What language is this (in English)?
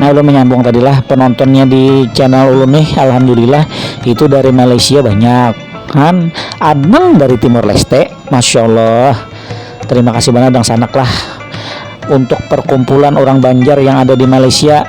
Banjar